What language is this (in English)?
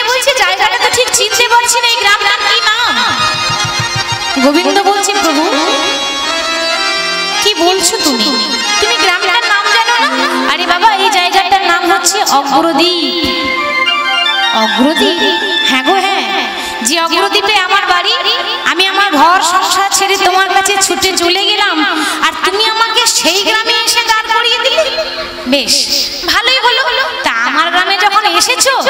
Bangla